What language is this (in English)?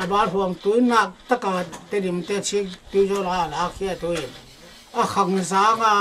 Paite Chin